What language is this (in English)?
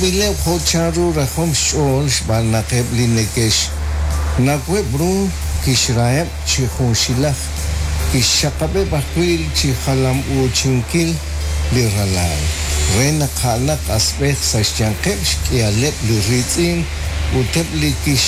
Kekchí